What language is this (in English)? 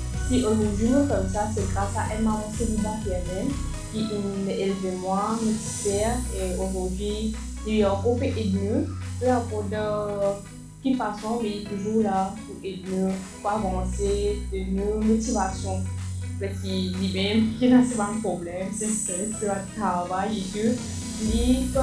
Morisyen